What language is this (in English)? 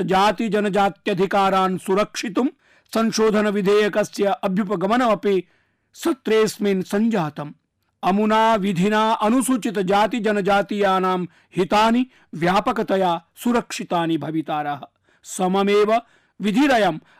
Sanskrit